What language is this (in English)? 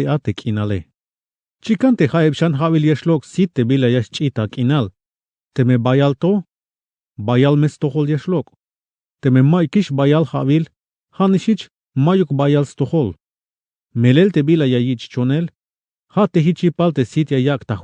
Tzeltal